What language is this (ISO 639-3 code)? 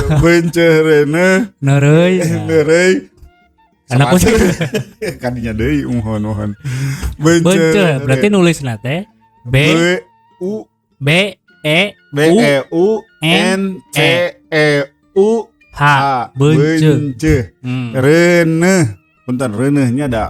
sun